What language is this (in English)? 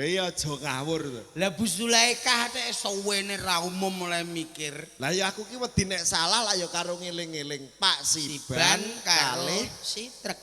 Javanese